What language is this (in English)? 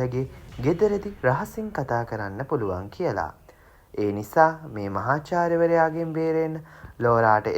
Sinhala